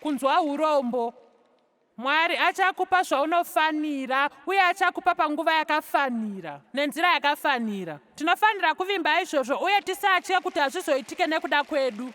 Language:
Shona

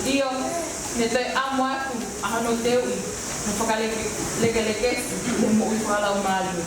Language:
Tongan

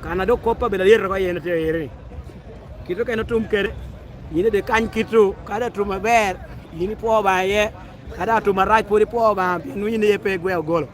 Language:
Lango (Uganda)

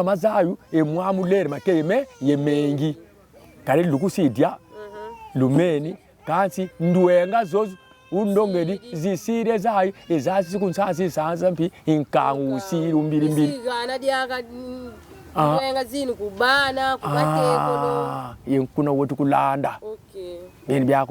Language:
Kongo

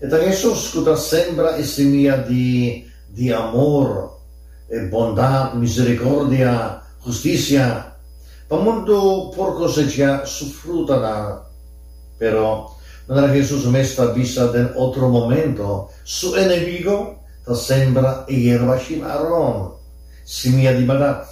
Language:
Papiamento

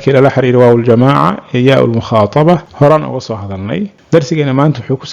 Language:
Somali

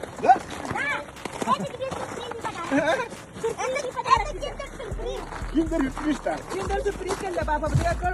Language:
Yakut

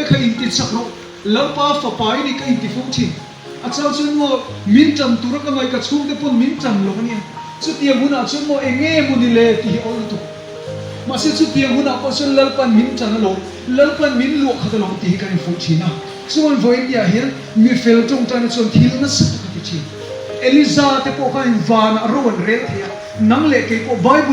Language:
Mizo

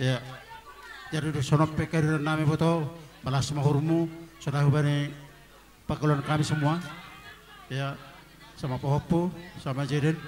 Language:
Batak Simalungun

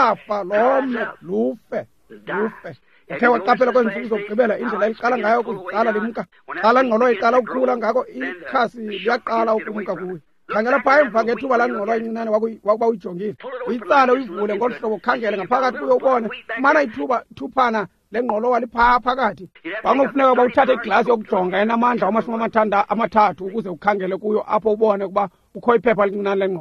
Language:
Xhosa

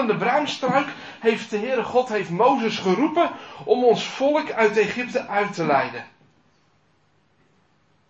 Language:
Dutch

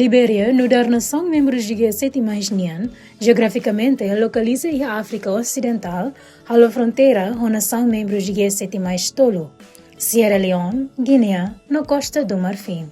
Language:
Tetum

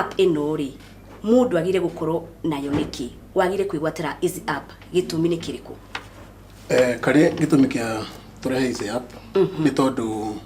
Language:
Kikuyu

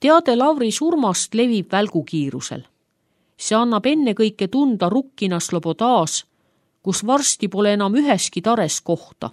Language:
Estonian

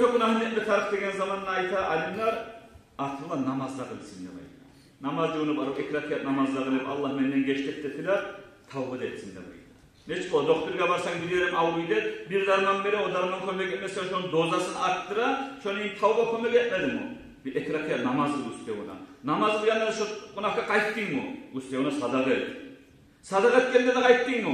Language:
Kumyk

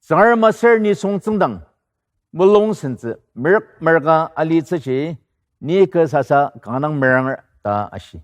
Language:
Ao Naga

